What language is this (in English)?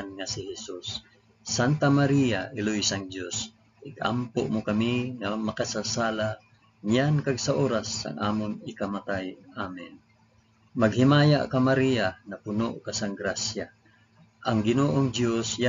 Hiligaynon